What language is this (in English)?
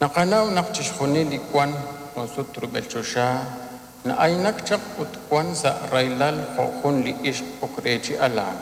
Kekchí